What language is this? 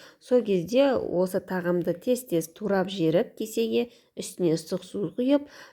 Kazakh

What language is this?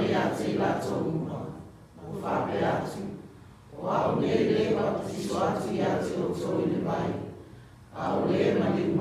Samoan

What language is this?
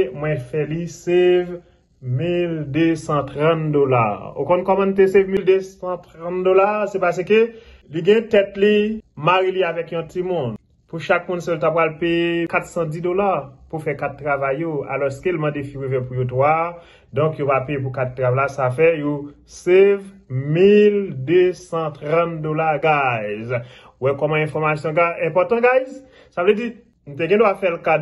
Haitian Creole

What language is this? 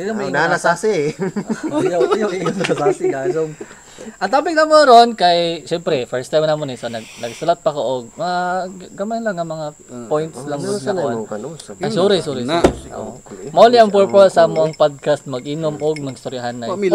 Cebuano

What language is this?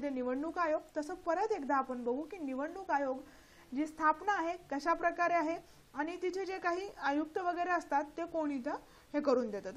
Marathi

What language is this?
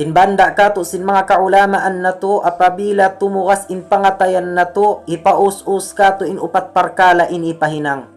Tausug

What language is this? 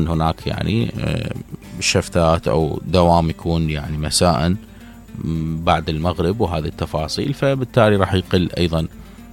Mesopotamian Arabic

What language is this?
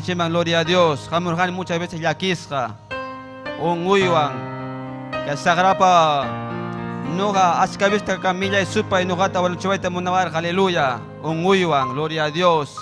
Ayacucho Quechua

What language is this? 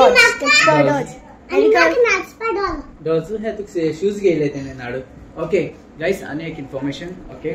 Konkani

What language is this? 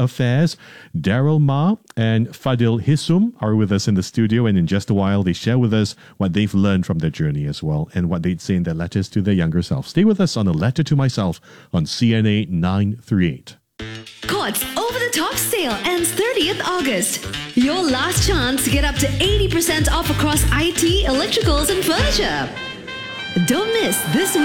English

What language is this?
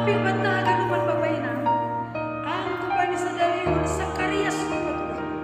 Batak Simalungun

